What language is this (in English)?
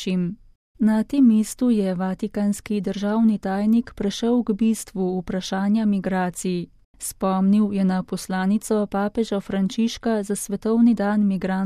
Slovenian